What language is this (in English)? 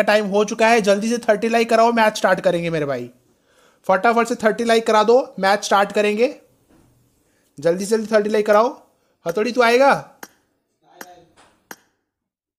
Hindi